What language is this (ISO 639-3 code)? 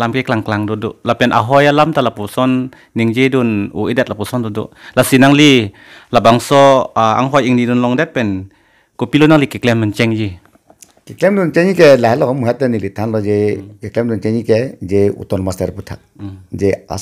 mjw